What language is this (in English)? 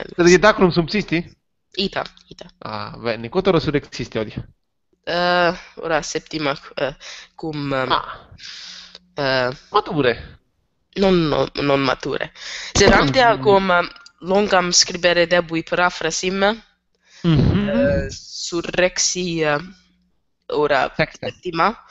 Latin